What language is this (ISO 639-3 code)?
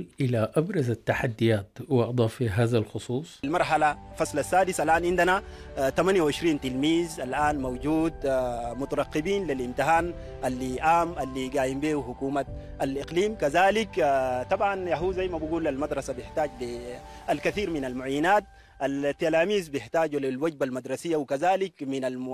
apd